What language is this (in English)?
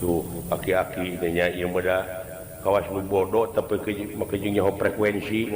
Sundanese